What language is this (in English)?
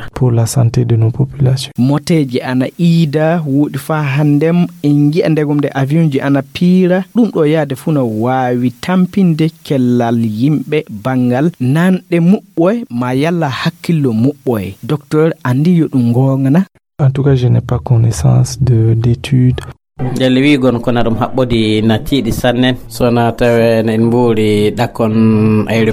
Fula